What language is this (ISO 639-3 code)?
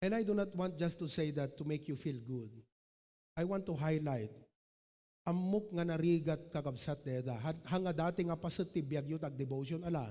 ilo